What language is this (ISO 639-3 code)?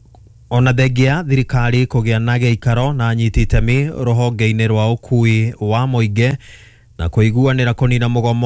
kik